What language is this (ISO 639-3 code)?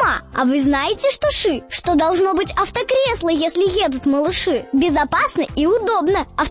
rus